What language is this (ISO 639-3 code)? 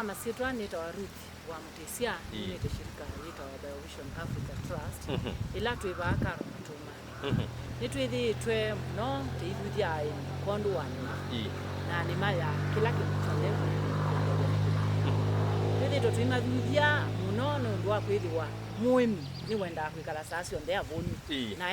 kam